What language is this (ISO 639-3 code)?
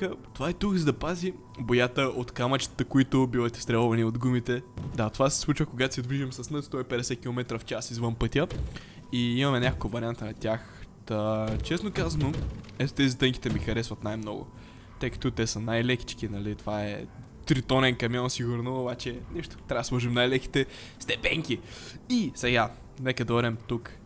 bul